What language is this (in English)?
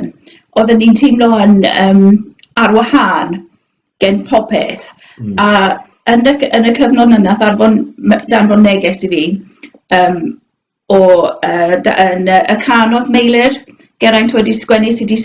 Welsh